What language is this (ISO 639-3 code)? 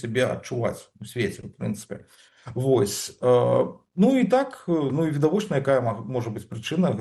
bel